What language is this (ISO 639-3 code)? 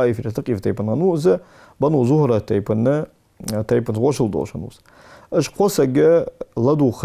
inh